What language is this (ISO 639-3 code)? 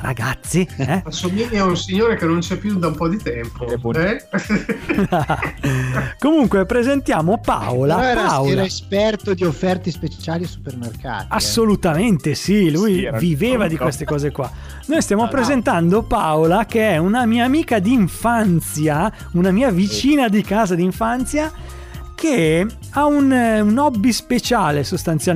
ita